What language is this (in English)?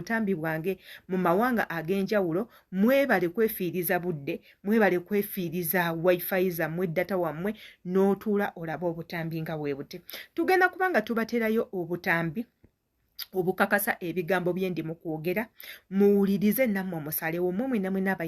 Ganda